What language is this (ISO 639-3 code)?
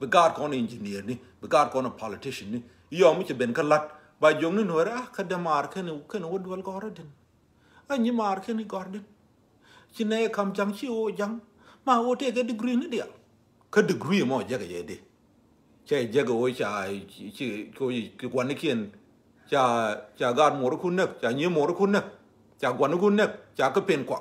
nus